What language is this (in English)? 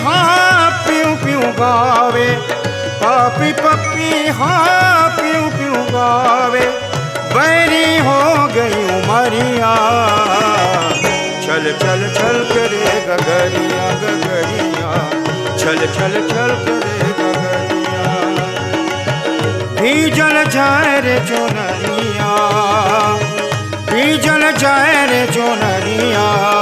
Bhojpuri